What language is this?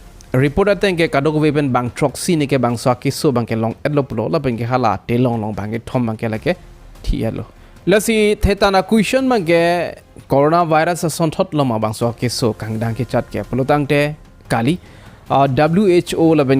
Karbi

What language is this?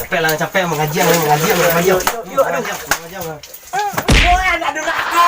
Minangkabau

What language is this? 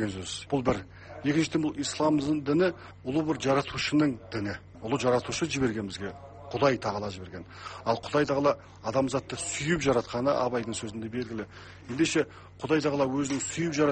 Kazakh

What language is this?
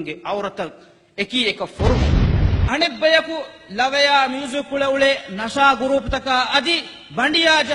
Divehi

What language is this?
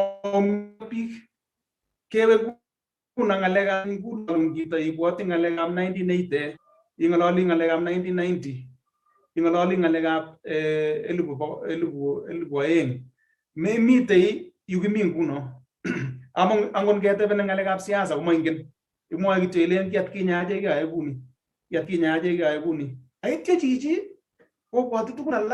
Kalenjin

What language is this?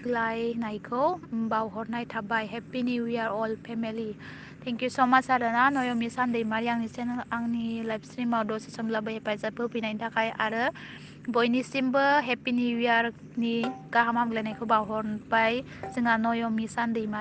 Bodo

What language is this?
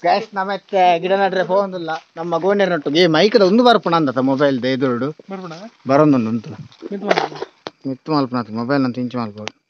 Tulu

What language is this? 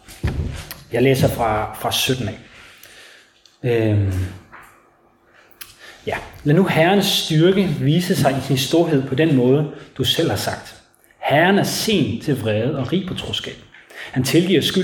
Danish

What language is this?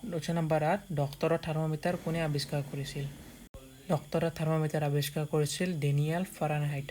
Assamese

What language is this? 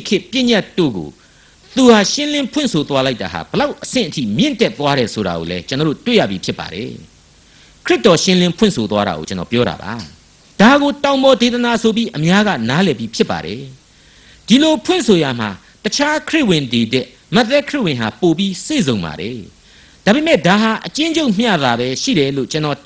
Burmese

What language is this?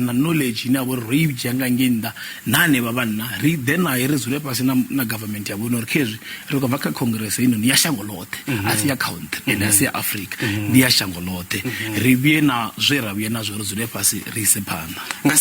Venda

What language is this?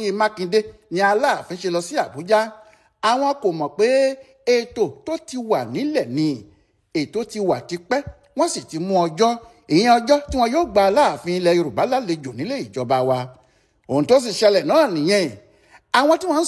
Yoruba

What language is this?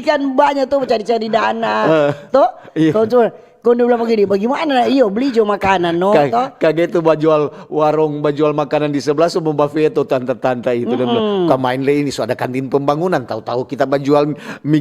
Manado Malay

